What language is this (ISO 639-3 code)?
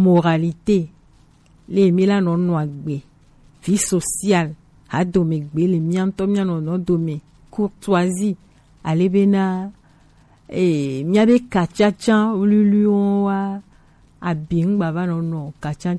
gej